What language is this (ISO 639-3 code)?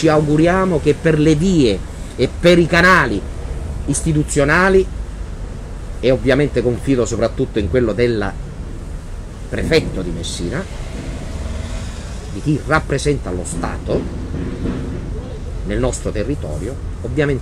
ita